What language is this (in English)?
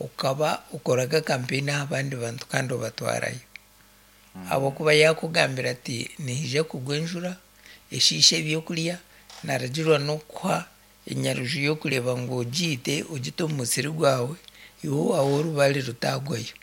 Nyankole